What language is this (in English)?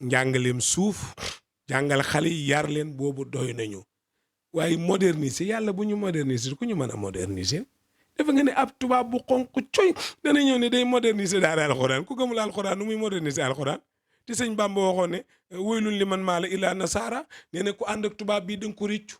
Wolof